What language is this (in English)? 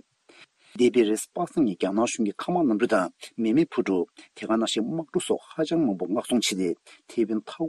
Tibetan